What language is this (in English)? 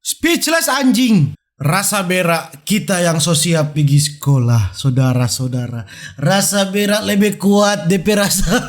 Manado Malay